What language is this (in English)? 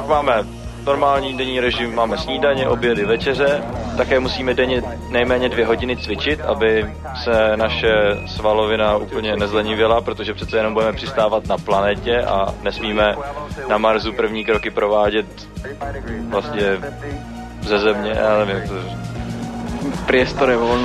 Czech